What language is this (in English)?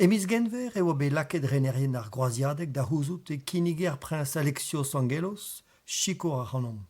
Breton